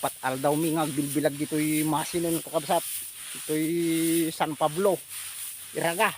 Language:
Iloko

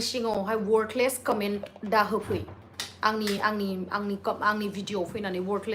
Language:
Bodo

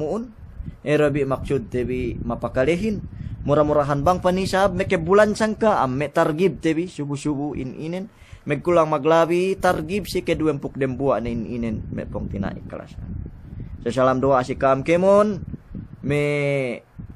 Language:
Yakan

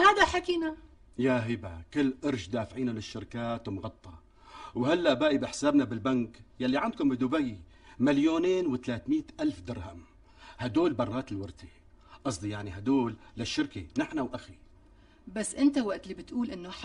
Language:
North Levantine Arabic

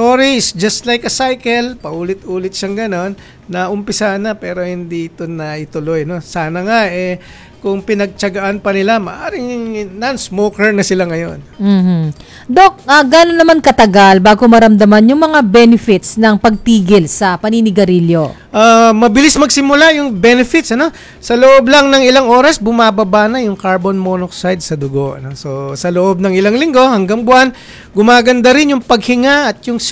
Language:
Filipino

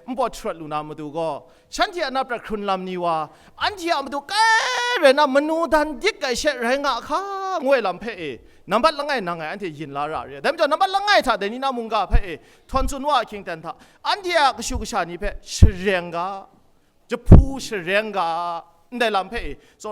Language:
Kachin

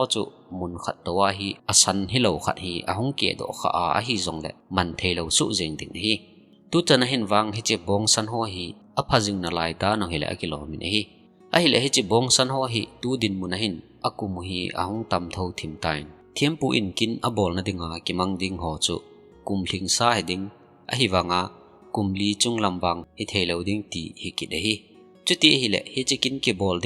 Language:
Thado Chin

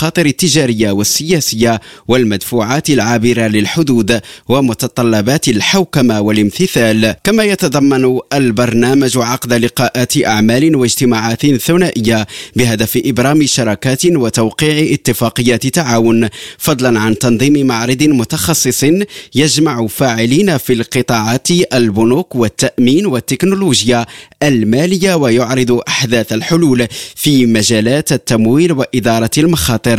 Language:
Arabic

